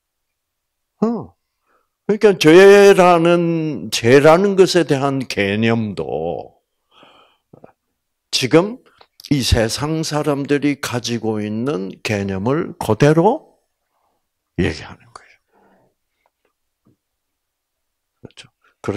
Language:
Korean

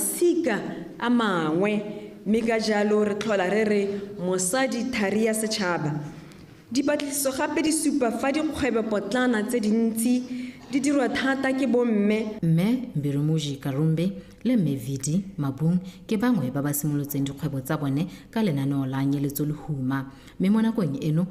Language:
Tswana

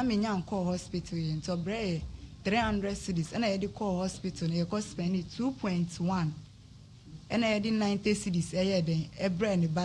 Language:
Akan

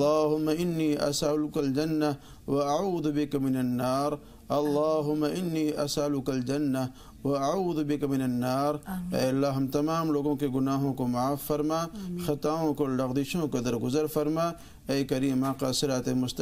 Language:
Urdu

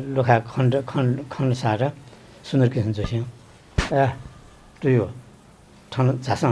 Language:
Newari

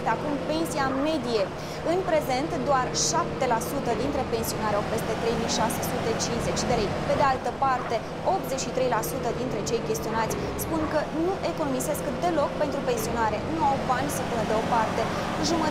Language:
Romanian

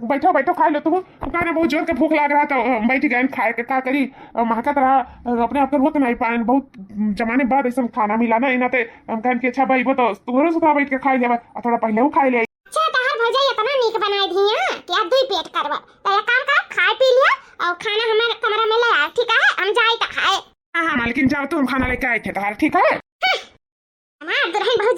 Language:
Awadhi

